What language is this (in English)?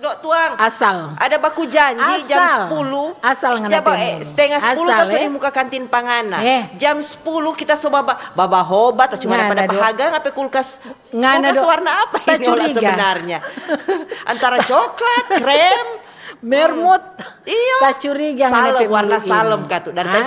Manado Malay